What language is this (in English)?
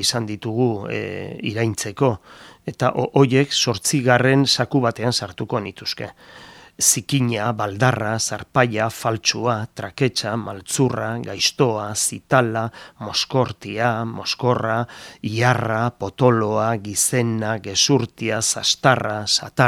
Basque